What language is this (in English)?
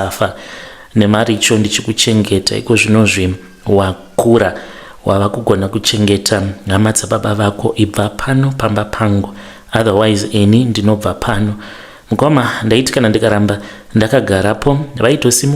Shona